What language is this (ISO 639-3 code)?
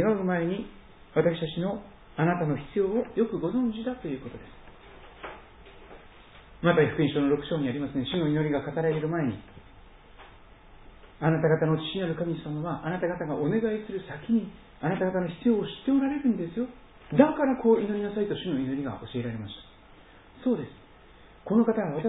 jpn